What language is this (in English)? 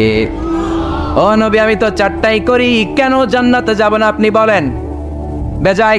Bangla